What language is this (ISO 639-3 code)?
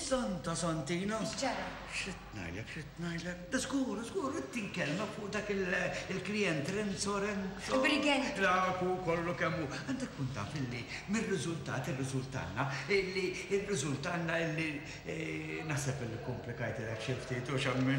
mlt